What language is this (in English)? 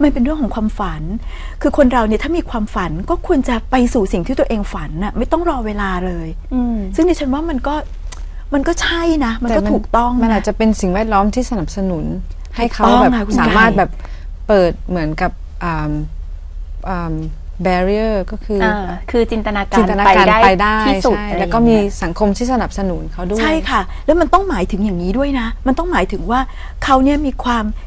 Thai